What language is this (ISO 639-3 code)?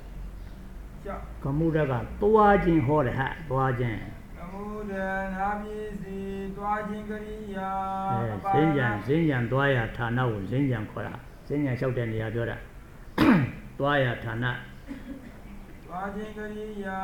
mya